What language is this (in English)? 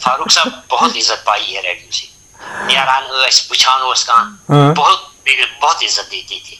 Kashmiri